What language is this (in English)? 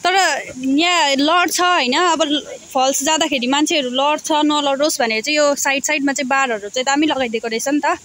Nepali